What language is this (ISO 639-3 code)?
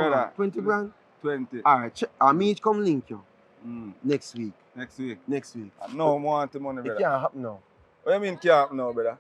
jam